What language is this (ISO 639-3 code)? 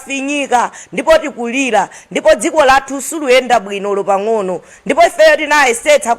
nya